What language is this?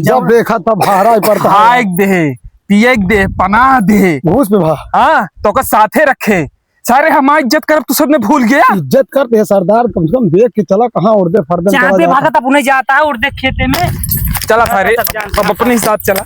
Awadhi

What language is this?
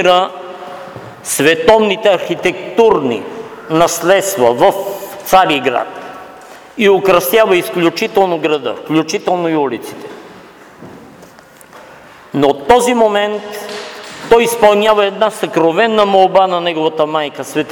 Bulgarian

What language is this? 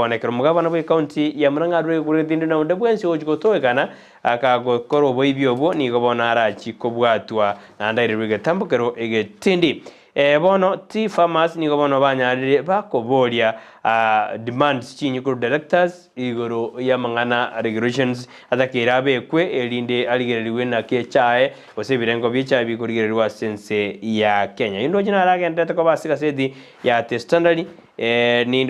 Gusii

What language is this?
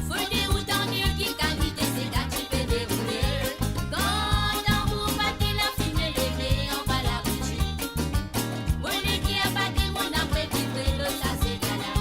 Morisyen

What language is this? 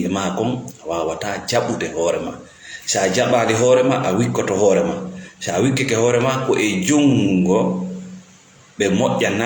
Fula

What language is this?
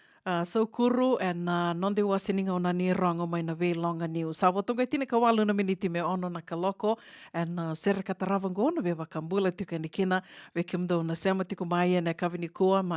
Fijian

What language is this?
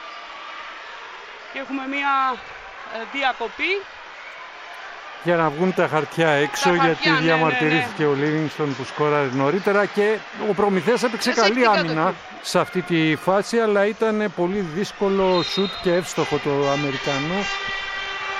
Greek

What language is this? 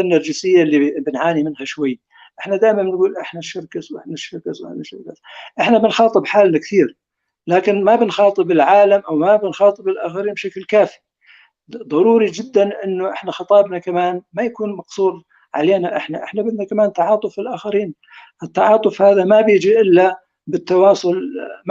North Levantine Arabic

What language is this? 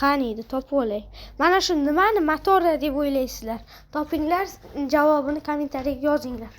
Uzbek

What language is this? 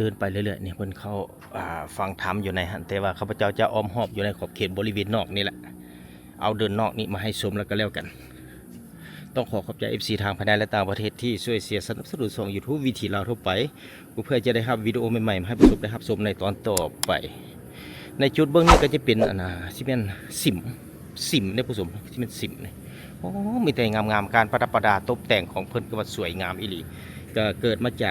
Lao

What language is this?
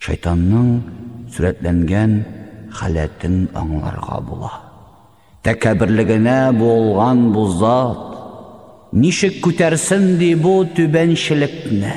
Tatar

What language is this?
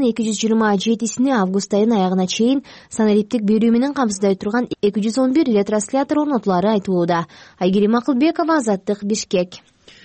Kyrgyz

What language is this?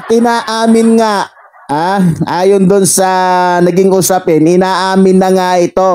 Filipino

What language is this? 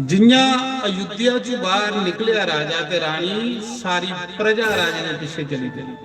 Dogri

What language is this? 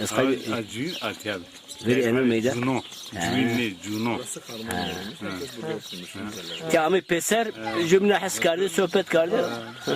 Zaza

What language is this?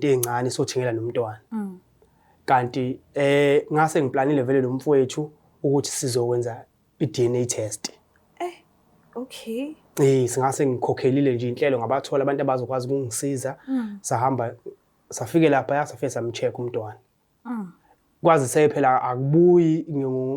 Zulu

